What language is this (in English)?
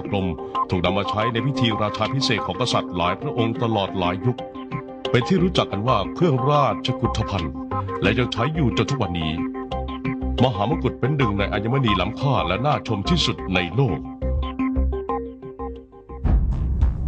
Thai